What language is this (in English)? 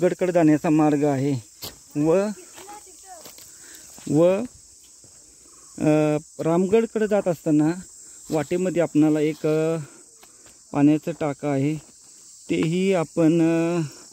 Marathi